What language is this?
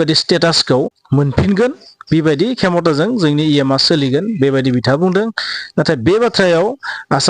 Bodo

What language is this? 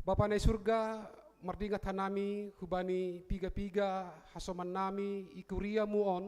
Batak Simalungun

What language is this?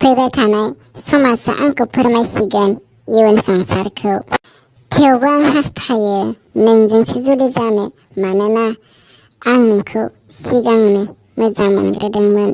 Bodo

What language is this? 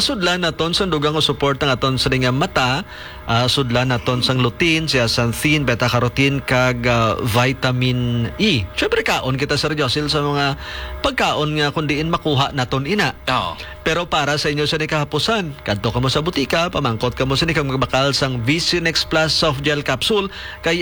Hiligaynon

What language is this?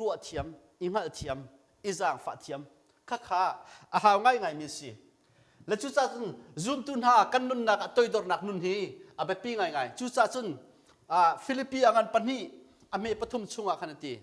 Hakha Chin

